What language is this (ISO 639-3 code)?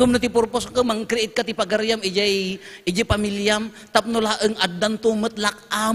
ilo